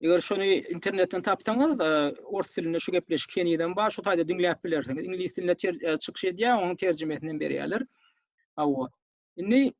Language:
Turkmen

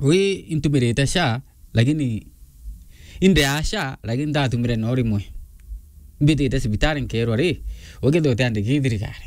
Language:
Meru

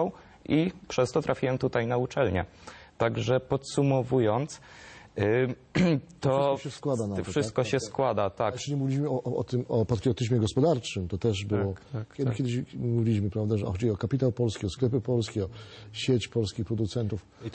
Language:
Polish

